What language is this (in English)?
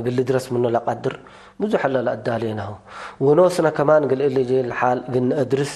Tigre